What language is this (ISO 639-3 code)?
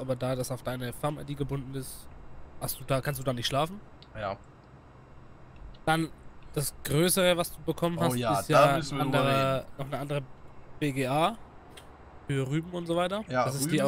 deu